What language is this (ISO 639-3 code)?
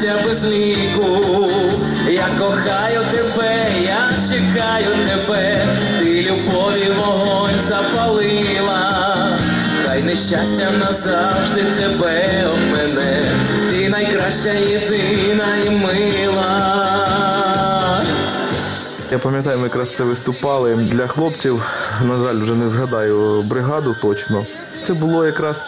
ukr